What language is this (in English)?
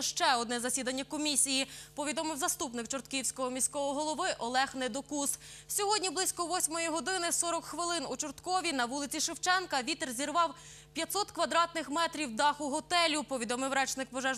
Ukrainian